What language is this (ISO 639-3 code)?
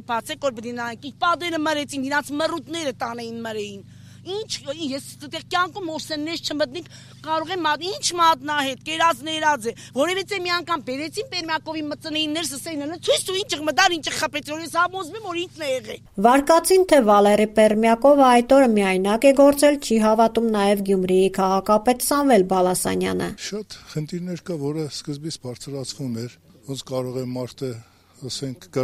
hye